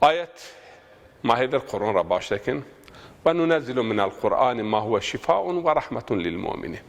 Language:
Zaza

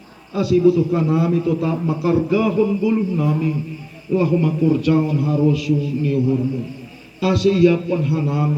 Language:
Batak Simalungun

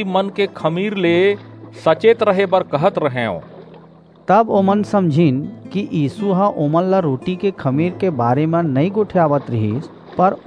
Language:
Chhattisgarhi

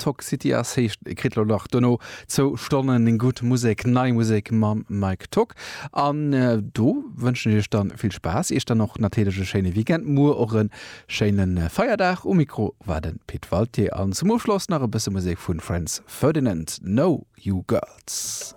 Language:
Luxembourgish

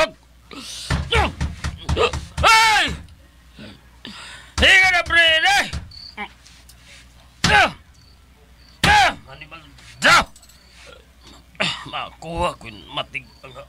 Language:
Filipino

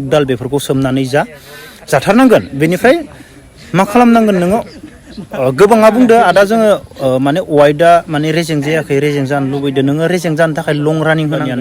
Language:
Bodo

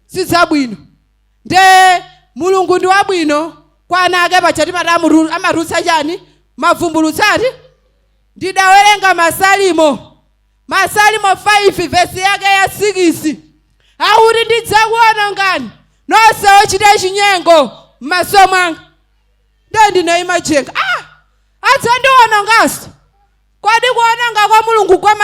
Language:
Nyanja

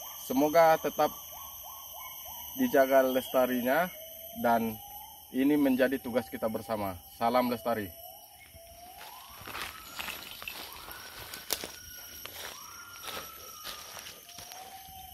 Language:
Indonesian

